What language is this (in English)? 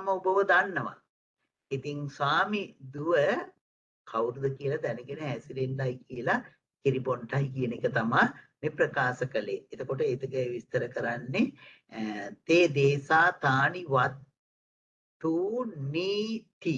Sinhala